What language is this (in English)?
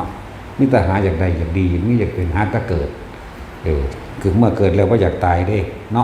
Northeastern Thai